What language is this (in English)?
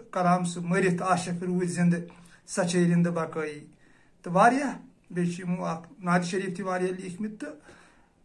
Kashmiri